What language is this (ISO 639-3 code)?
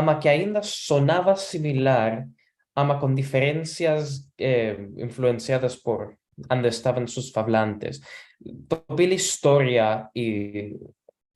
lad